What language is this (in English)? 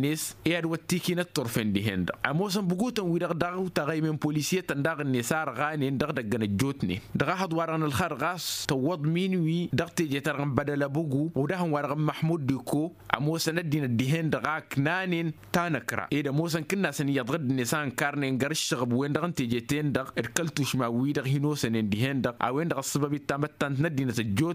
Tamasheq